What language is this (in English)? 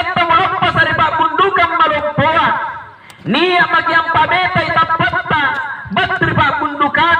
Makasar